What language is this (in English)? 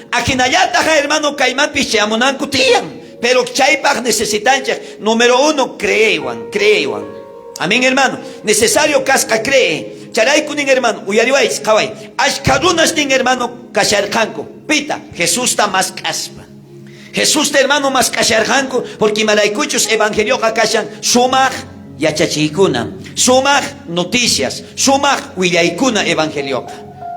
South Bolivian Quechua